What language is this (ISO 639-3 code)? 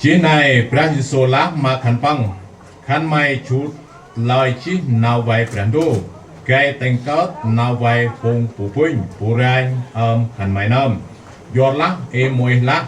cmo